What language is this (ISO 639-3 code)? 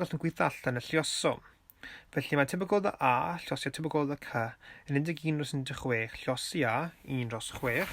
cym